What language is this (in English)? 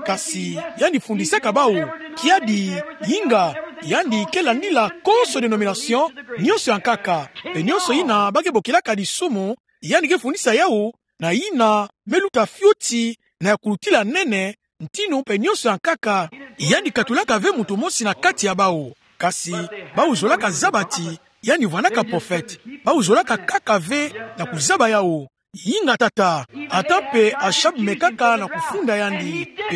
Kituba (Democratic Republic of Congo)